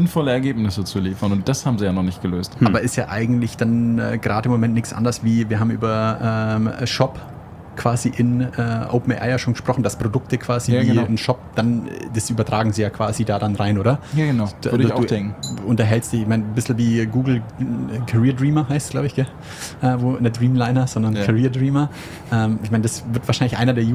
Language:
German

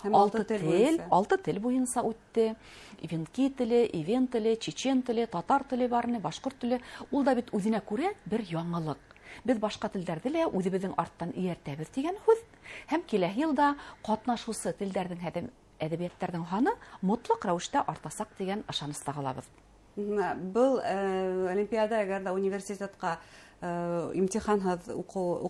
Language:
Bashkir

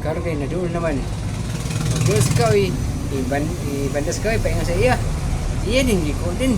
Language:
Cebuano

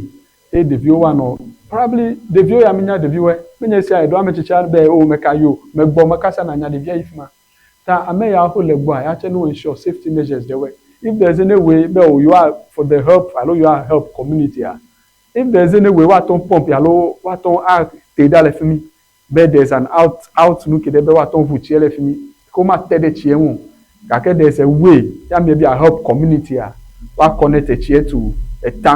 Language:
Ewe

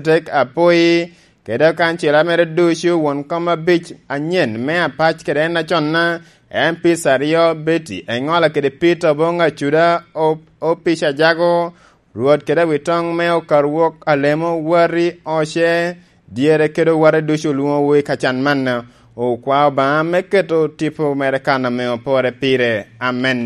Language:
Lango (Uganda)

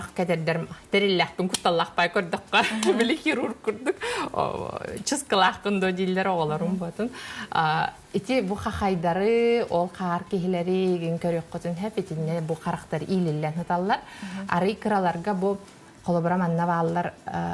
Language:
Yakut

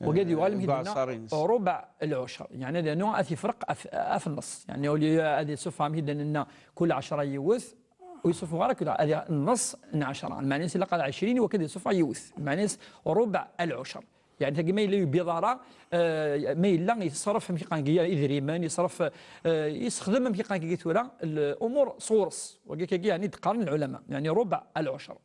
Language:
Kabyle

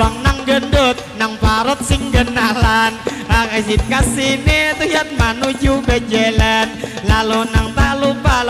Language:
Banjar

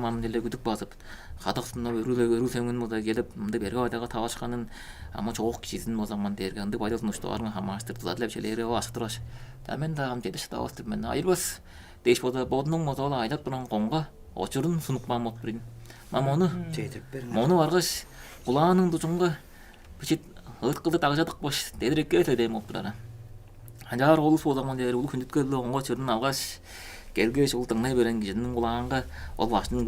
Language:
Tuvinian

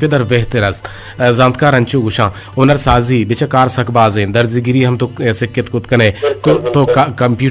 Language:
Eastern Balochi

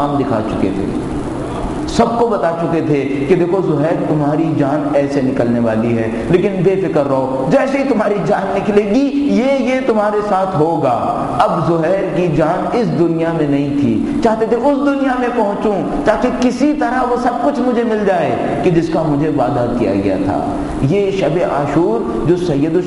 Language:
Urdu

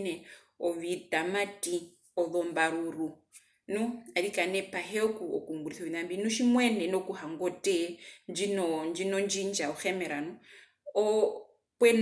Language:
Herero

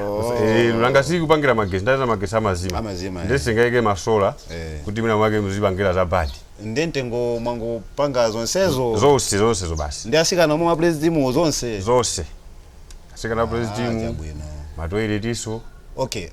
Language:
Nyanja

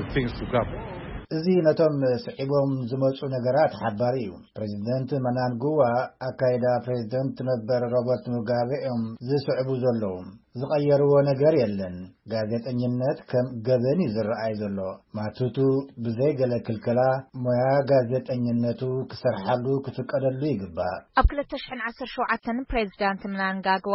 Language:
Tigrinya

